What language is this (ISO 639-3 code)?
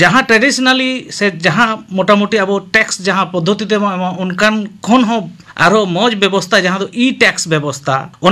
sat